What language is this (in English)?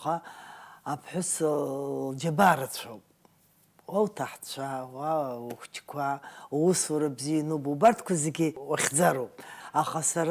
Abkhazian